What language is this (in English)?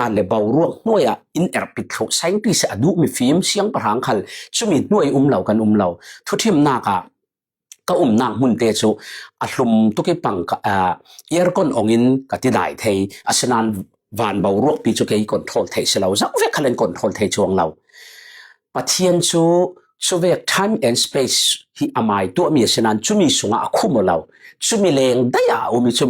Falam Chin